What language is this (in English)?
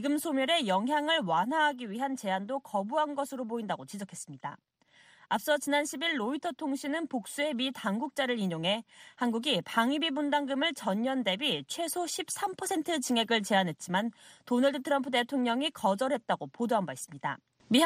Korean